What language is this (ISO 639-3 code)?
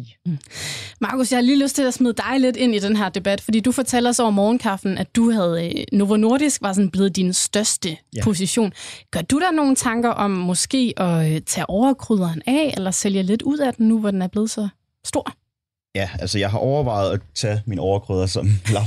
dan